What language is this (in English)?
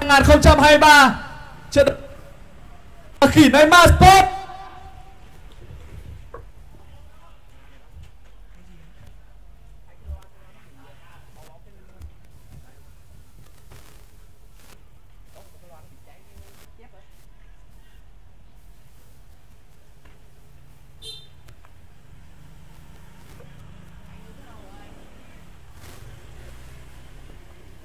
Vietnamese